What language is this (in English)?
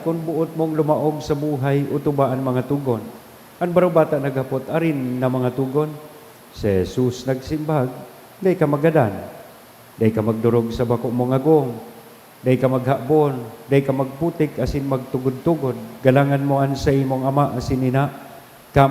Bikol